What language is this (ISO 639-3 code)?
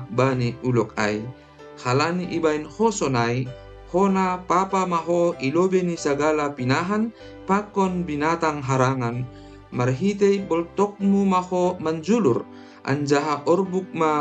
bts